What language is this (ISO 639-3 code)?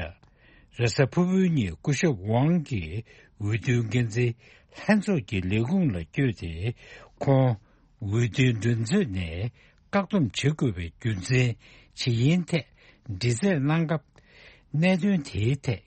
bod